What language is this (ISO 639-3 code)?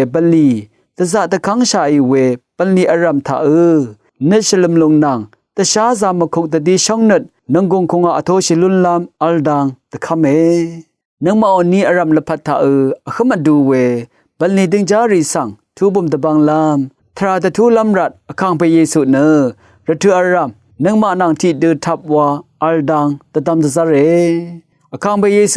raw